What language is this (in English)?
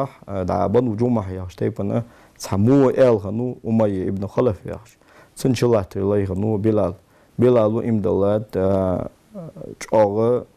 Ingush